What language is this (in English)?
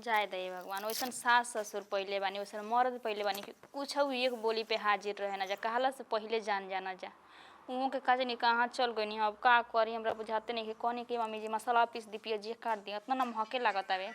Bhojpuri